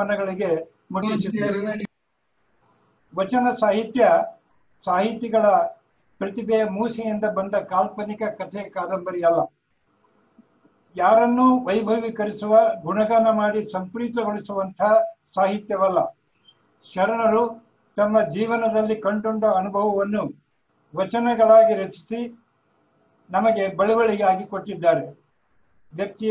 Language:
Kannada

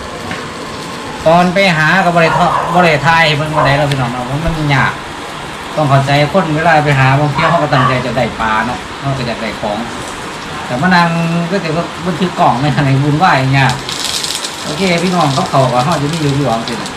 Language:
Lao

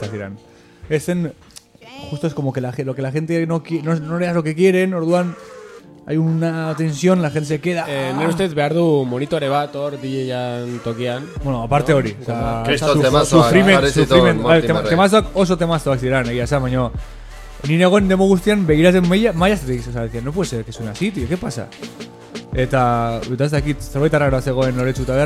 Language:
Basque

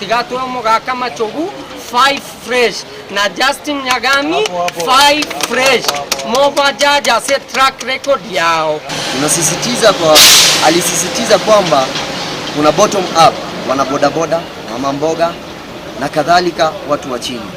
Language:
Gusii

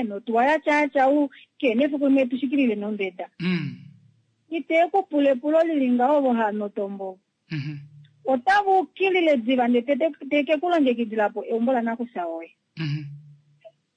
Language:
Kuanyama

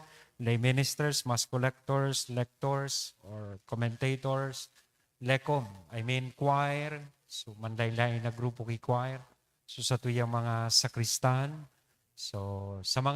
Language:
Bikol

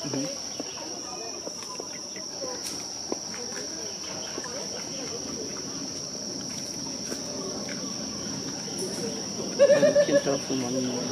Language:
Chinese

